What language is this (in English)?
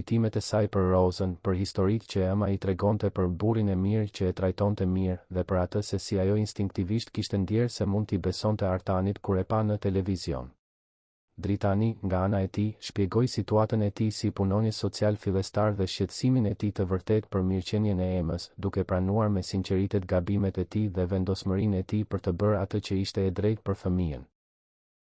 Albanian